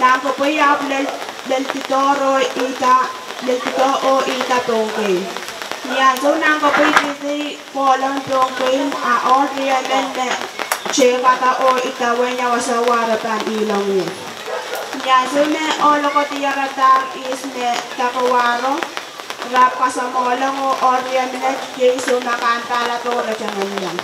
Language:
Pohnpeian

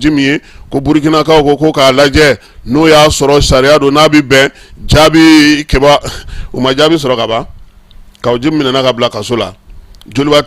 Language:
Bambara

